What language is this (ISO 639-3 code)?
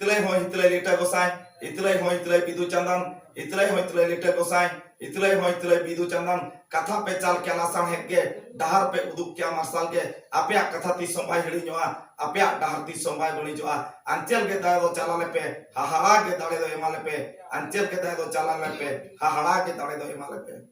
sat